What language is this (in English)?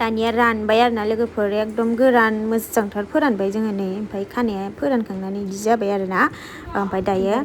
Bodo